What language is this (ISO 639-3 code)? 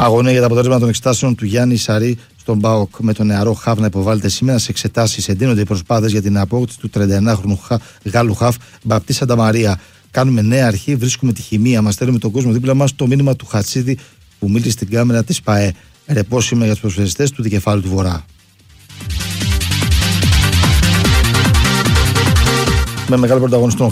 ell